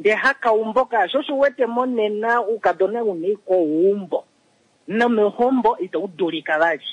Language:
Kuanyama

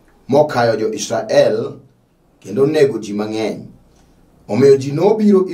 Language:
Luo (Kenya and Tanzania)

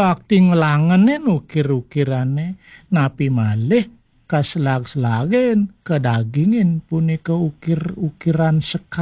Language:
Balinese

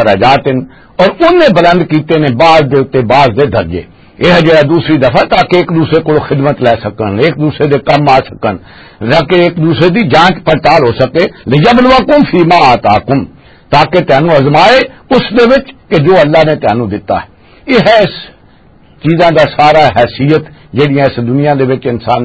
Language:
Western Panjabi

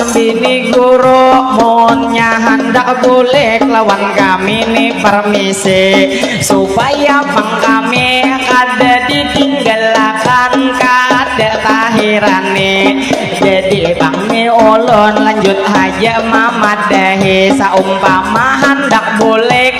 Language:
Banjar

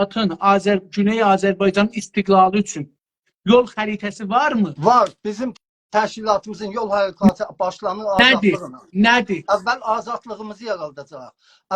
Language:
South Azerbaijani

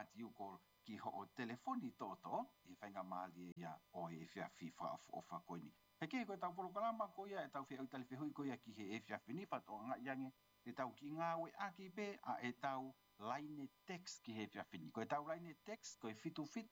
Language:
Tongan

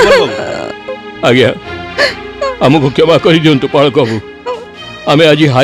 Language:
Odia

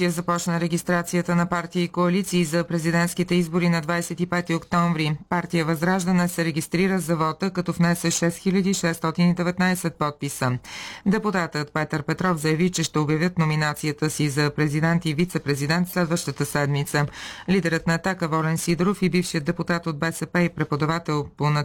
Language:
Bulgarian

